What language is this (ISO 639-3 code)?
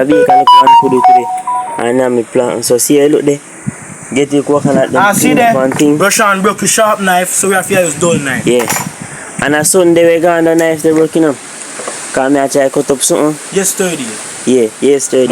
jam